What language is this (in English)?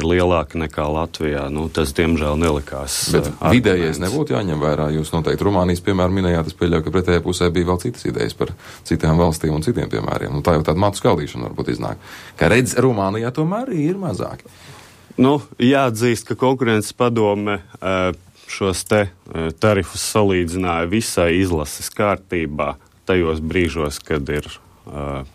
Latvian